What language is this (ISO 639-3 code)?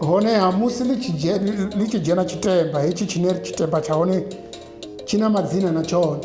ven